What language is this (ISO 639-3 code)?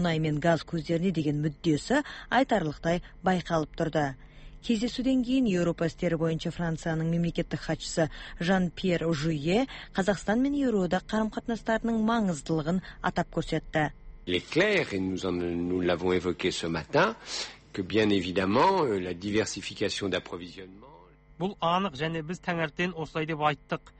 kaz